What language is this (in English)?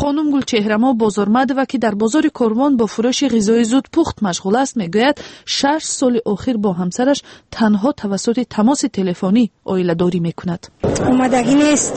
Tajik